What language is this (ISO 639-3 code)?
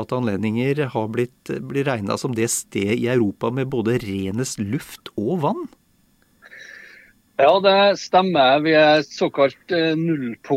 nor